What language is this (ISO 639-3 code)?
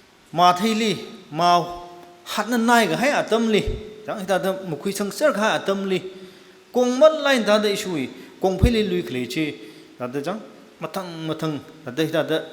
nmf